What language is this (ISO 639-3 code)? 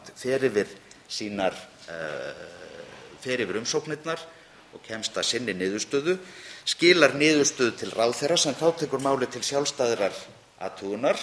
isl